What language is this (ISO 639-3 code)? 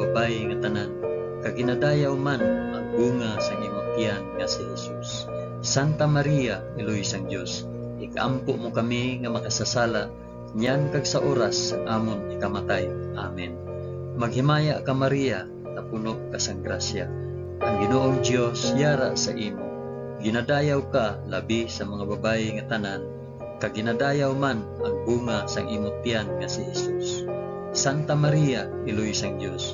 hil